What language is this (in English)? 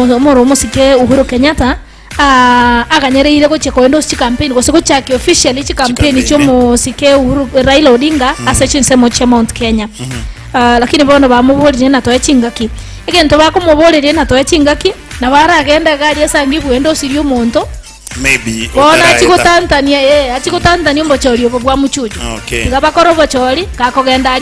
Gusii